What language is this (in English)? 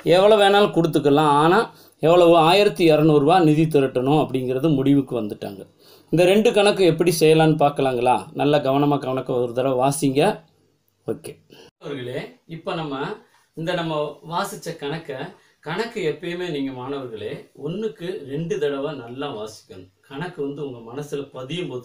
Tamil